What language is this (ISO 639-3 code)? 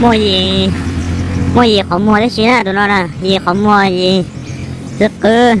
hmn